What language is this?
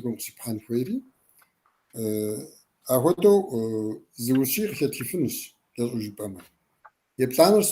Kabardian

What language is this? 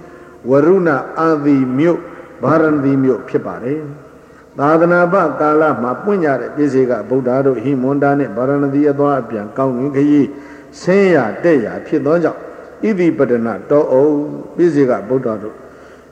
Burmese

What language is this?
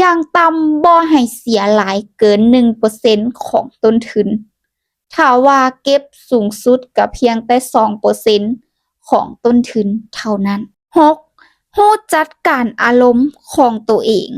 Lao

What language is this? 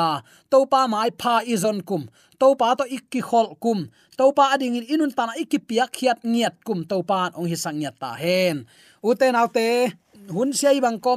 Tedim Chin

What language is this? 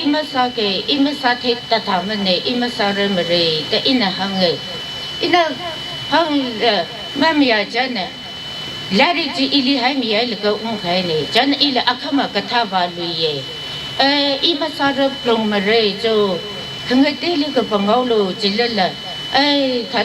Tangkhul Naga (India)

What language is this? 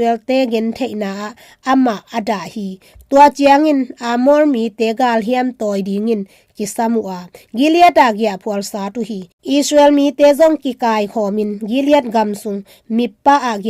Tedim Chin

